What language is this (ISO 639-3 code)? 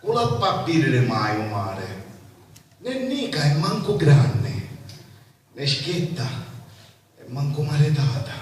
scn